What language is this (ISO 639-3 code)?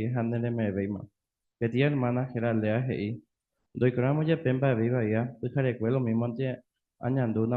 grn